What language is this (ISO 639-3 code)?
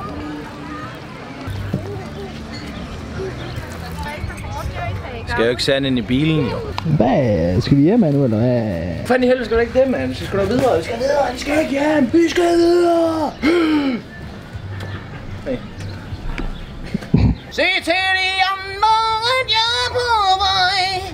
dan